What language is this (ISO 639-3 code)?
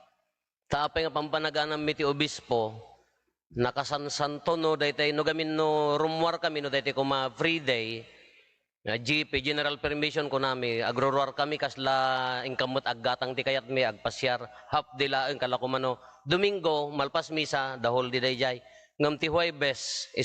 ilo